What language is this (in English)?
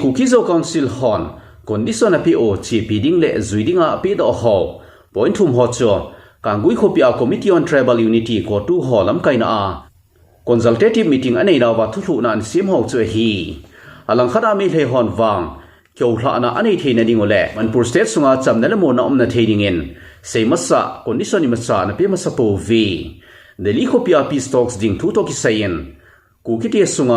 Thado Chin